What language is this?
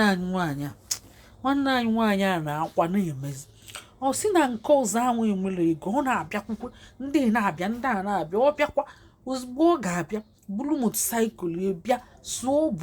Igbo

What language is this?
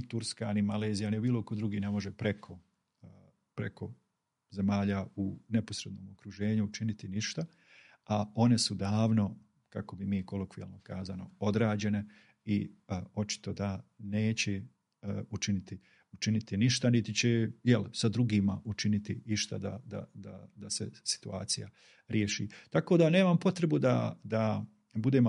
Bosnian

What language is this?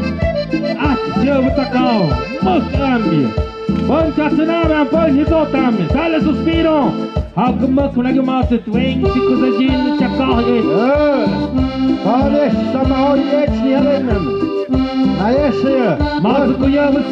Tlahuitoltepec Mixe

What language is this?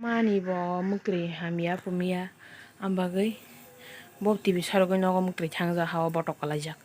Kok Borok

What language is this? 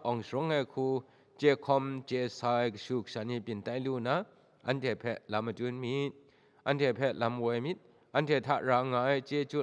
Kachin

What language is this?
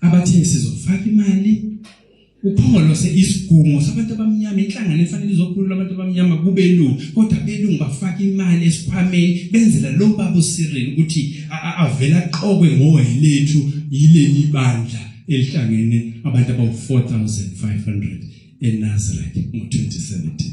Zulu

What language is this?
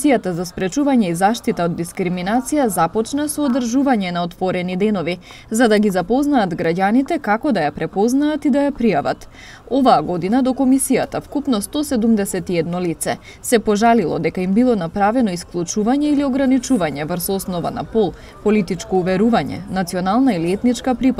Macedonian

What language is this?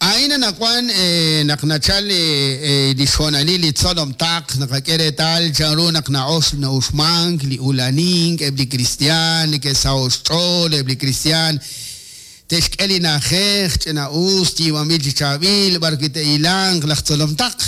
Kekchí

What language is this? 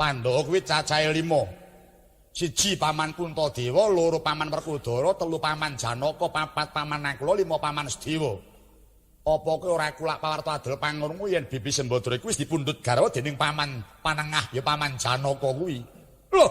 Javanese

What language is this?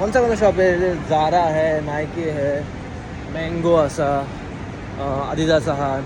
Konkani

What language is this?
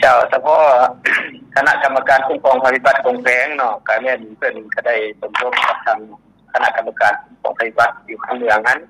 Lao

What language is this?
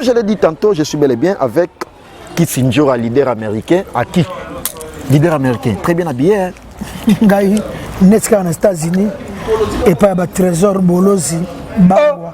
Lingala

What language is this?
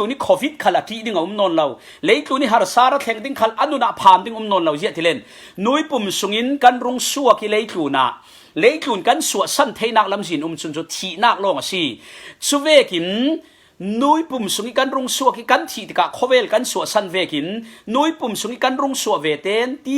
Falam Chin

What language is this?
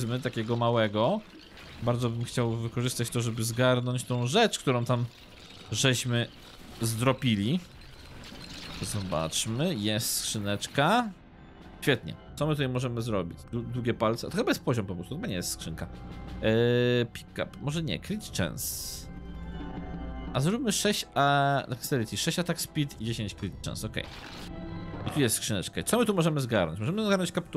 Polish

